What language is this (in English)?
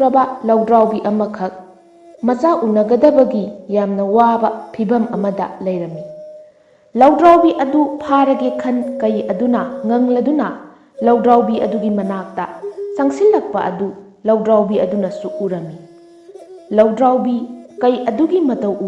Manipuri